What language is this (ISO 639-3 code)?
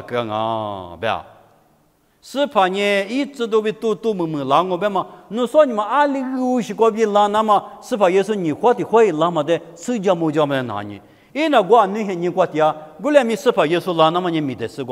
lis